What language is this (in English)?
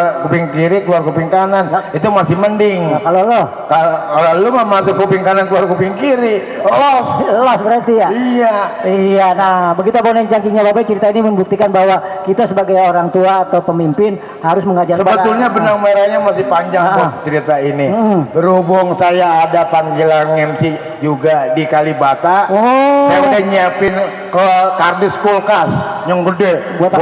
Betawi